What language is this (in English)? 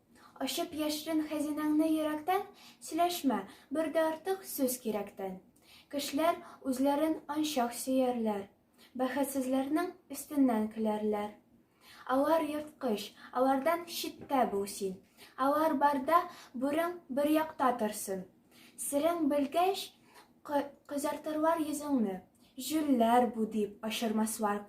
Tatar